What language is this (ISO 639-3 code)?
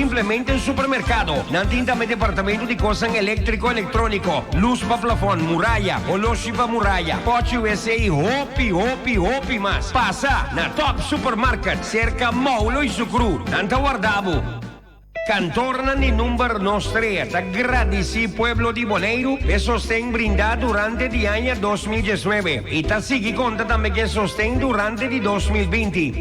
pap